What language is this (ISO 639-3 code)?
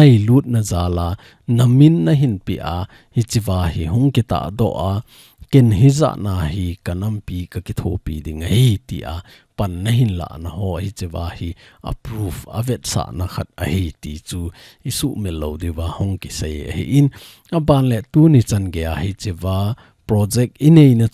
tcz